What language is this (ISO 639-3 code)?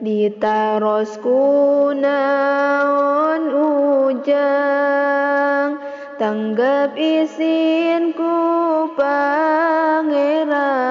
sun